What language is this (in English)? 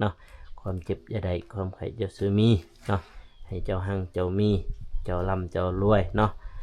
Lao